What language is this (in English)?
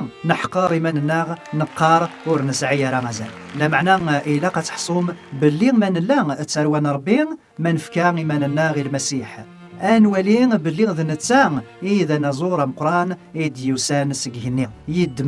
Kabyle